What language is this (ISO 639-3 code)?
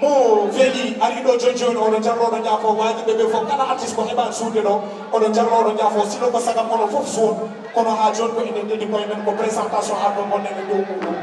ful